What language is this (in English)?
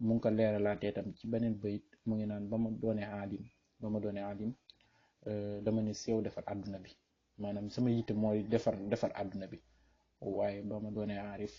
Wolof